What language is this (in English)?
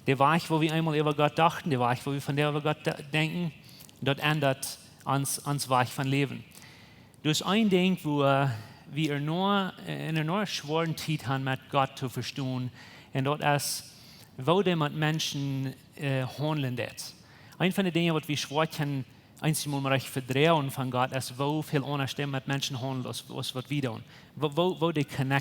Plautdietsch